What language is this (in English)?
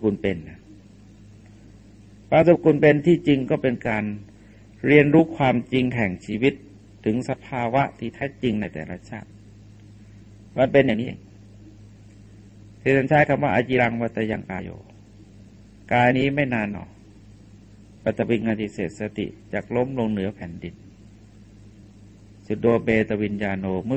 Thai